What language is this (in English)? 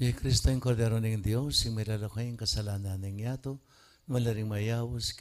Pampanga